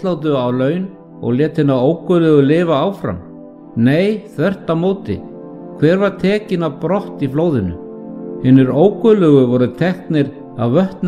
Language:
Icelandic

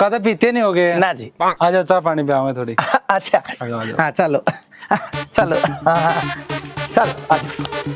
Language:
Haryanvi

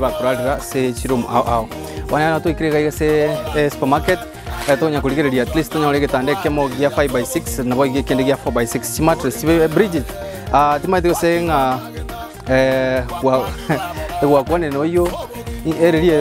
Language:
Gusii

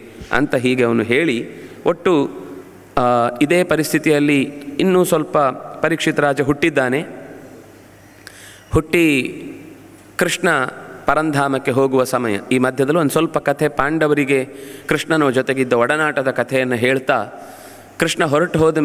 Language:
Kannada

